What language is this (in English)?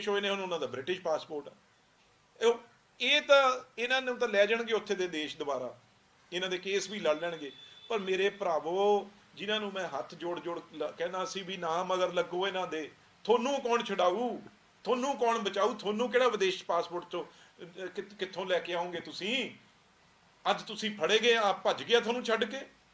Punjabi